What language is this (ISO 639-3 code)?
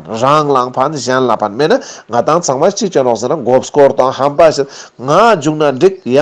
lbj